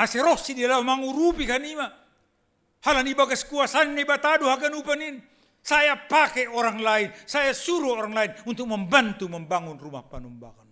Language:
Batak Simalungun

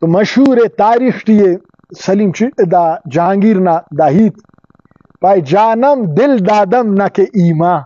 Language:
Brahui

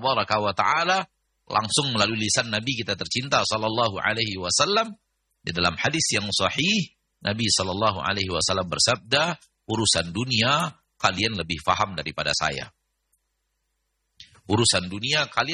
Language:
Indonesian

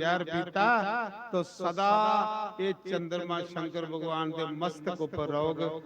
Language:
Dogri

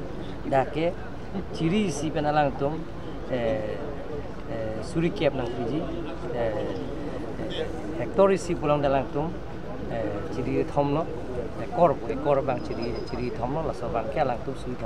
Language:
Karbi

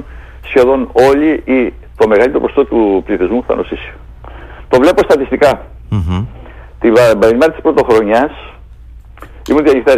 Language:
Greek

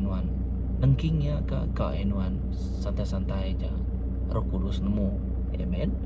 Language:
Iban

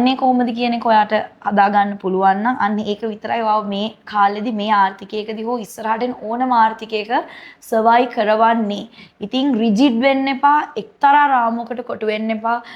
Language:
Sinhala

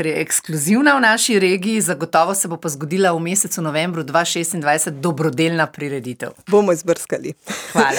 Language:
Slovenian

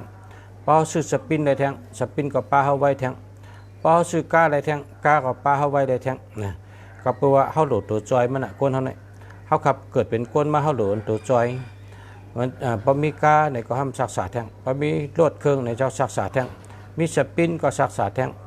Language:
Shan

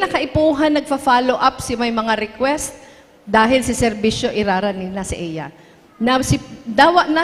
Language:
Bikol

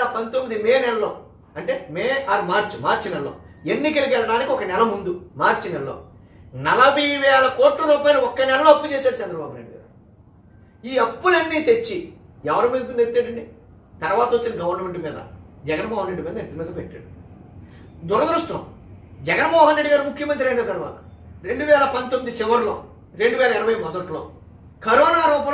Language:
Telugu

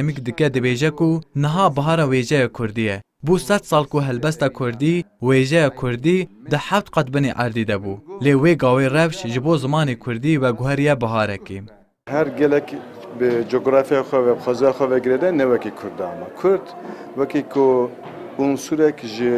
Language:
Kurdish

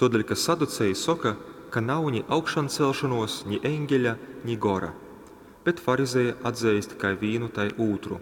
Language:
Latgalian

